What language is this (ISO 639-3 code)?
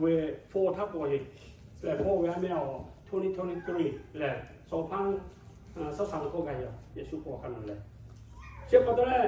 lhu